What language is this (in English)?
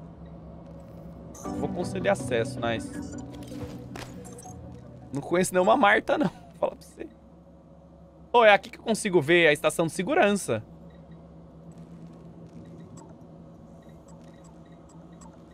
Portuguese